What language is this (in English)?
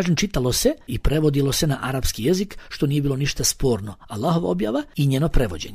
Bosnian